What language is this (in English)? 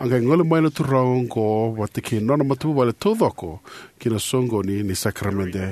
Fijian